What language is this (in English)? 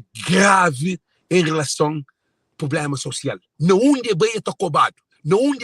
Kabuverdianu